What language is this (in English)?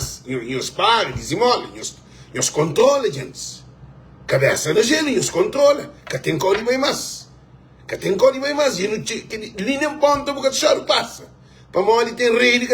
Kabuverdianu